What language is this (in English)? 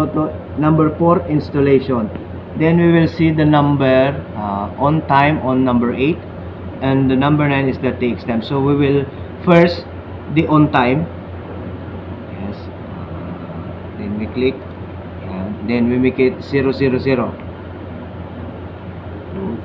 Filipino